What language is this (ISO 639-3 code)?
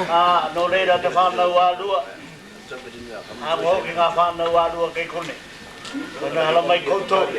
mri